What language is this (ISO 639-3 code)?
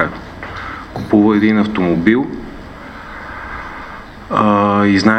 bul